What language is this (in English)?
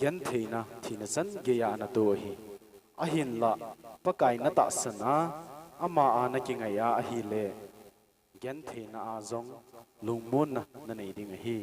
Thado Chin